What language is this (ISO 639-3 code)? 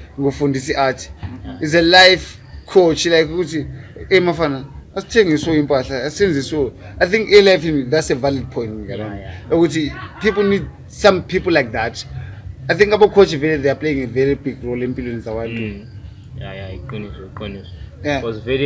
nde